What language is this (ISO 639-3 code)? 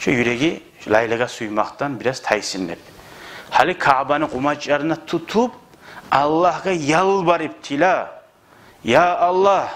kum